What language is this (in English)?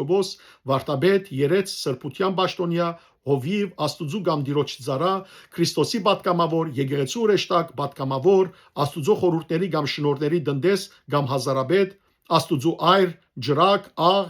Western Armenian